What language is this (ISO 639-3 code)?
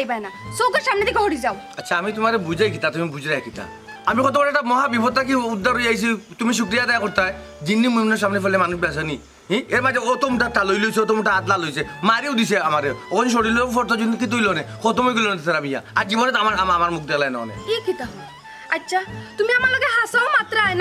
syl